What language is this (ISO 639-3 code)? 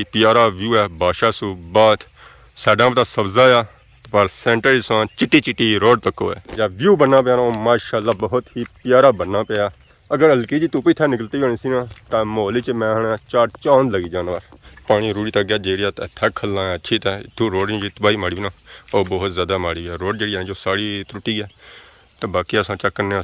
phr